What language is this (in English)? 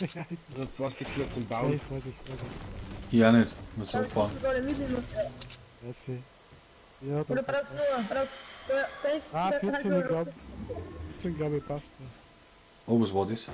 Bavarian